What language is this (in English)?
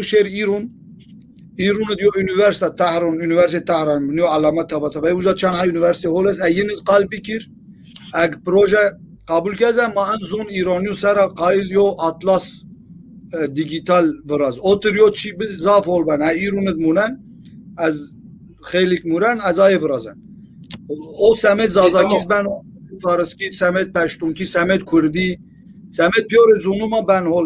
Zaza